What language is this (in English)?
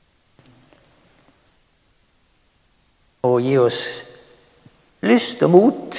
Norwegian